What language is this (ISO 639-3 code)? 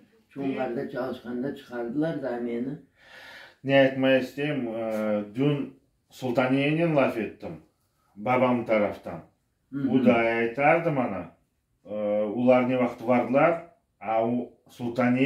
crh